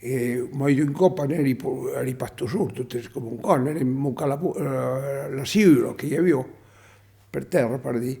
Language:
Occitan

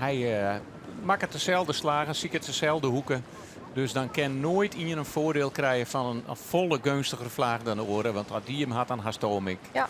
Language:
Western Frisian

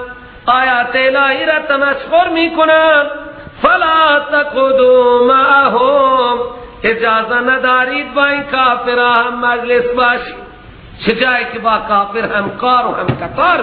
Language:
Persian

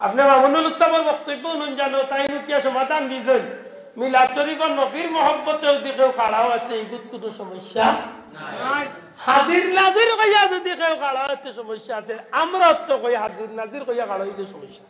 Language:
Sylheti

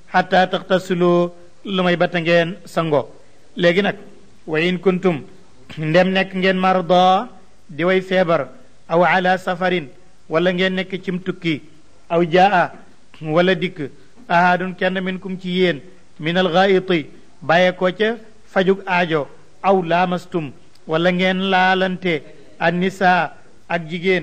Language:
Wolof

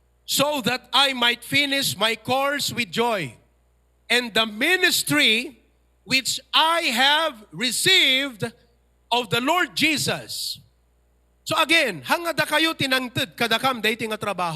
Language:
Iloko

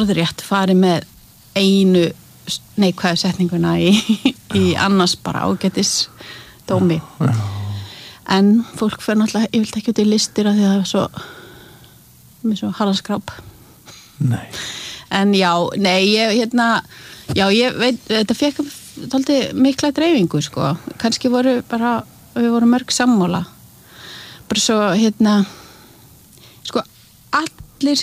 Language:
Icelandic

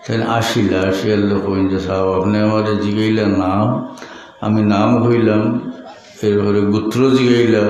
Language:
Sylheti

